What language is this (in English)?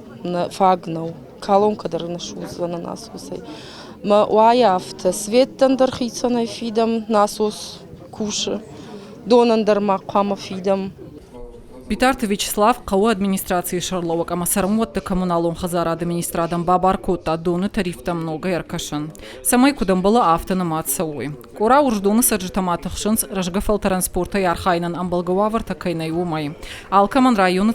Ossetic